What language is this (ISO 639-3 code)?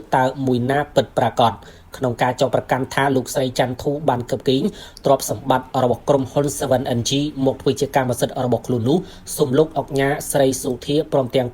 khm